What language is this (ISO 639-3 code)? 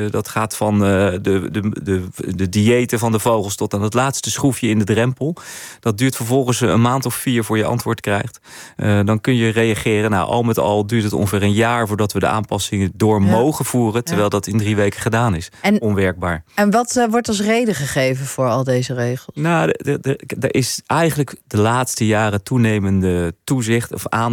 nld